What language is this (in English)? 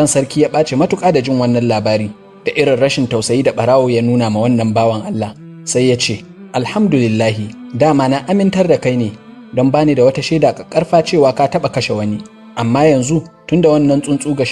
Hausa